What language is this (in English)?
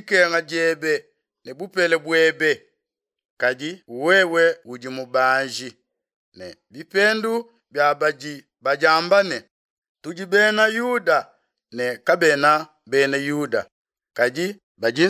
Luba-Lulua